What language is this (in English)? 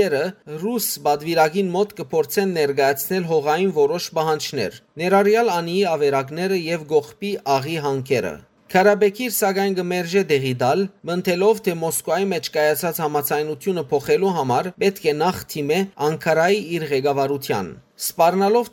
Western Armenian